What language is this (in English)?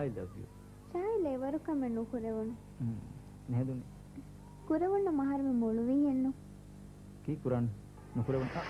Divehi